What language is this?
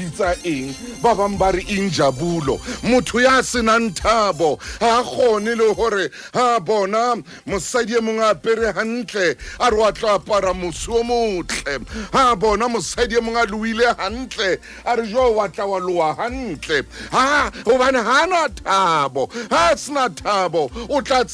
Southern Sotho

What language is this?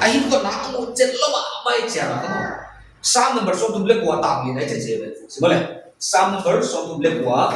Paite Chin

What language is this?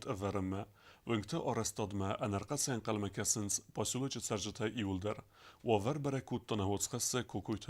Ossetic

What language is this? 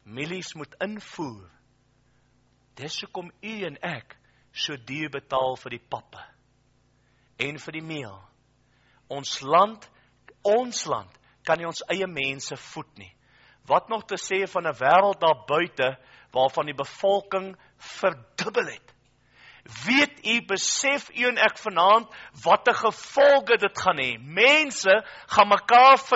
Afrikaans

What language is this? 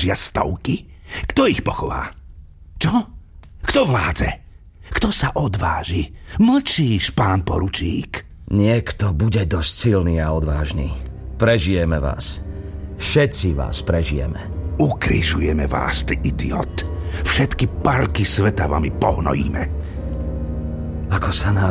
Slovak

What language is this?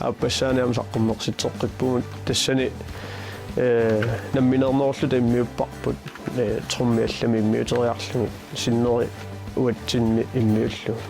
Kalaallisut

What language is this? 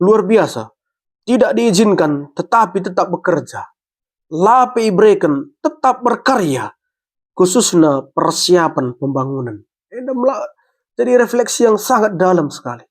Batak Karo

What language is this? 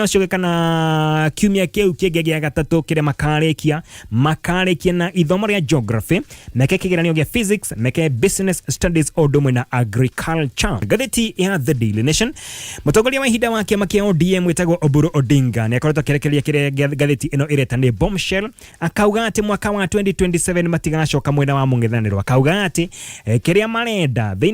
Kikuyu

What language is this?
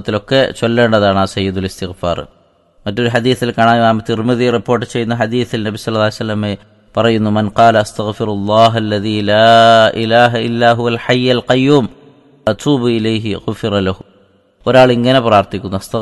Malayalam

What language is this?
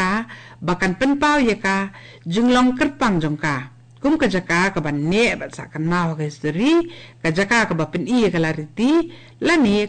Khasi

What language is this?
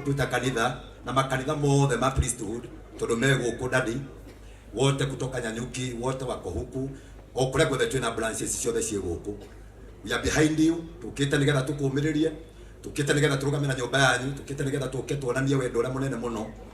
Kikuyu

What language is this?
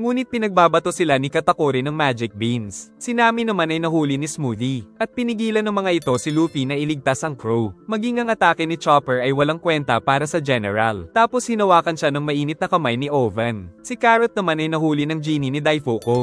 Filipino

